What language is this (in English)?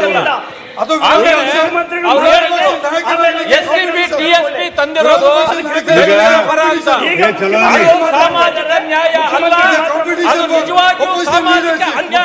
Kannada